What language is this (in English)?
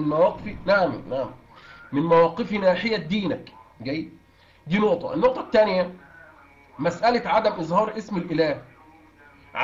Egyptian Arabic